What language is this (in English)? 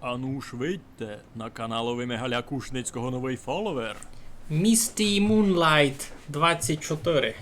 Rusyn